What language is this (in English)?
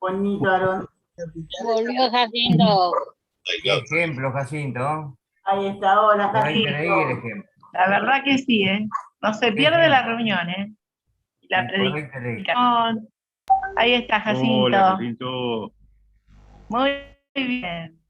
Guarani